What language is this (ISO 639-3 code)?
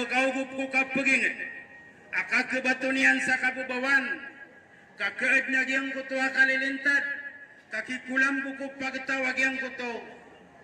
mrw